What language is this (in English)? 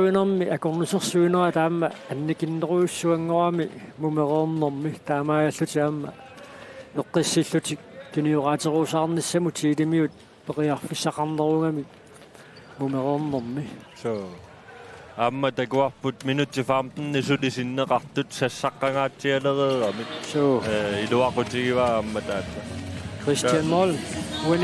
Kalaallisut